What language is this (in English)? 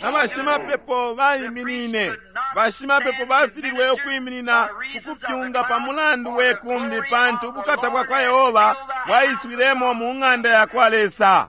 Bemba